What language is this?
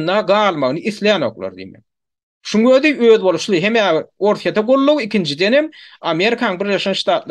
Turkmen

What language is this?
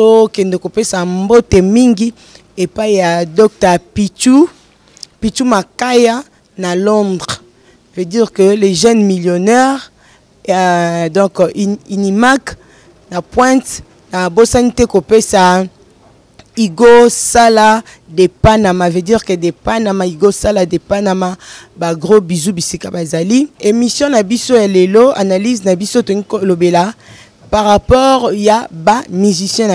Lingala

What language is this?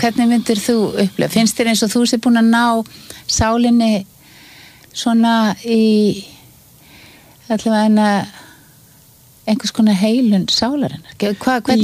Icelandic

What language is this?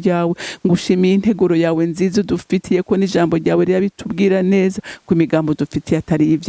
Rundi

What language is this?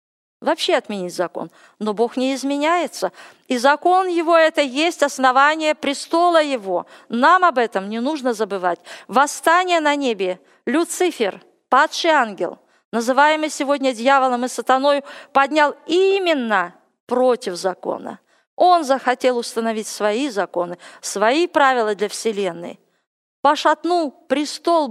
Russian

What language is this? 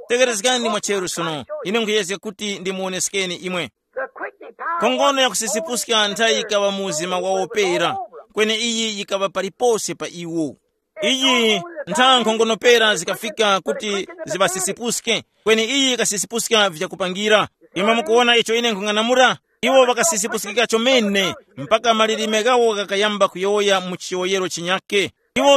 Tumbuka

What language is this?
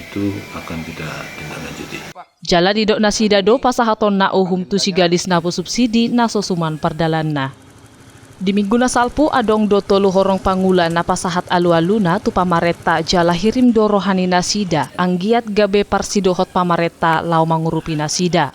Batak Toba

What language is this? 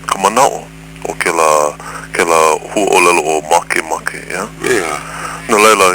Hawaiian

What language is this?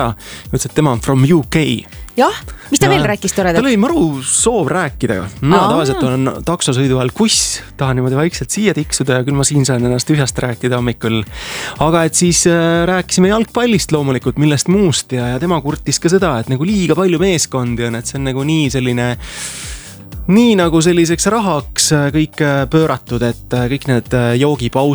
Estonian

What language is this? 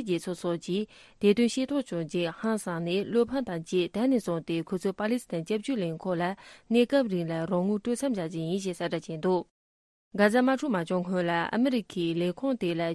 Tibetan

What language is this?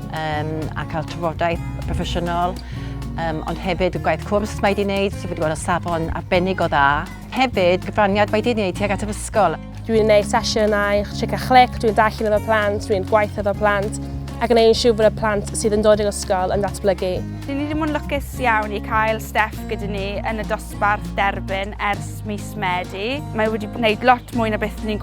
Welsh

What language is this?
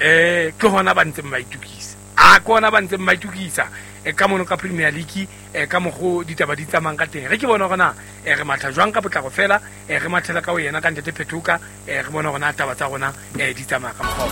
Southern Sotho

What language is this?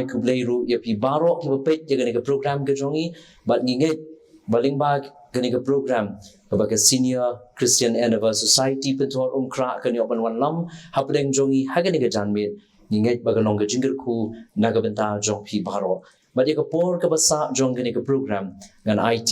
Khasi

